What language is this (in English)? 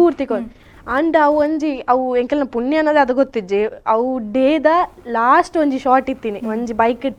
Tulu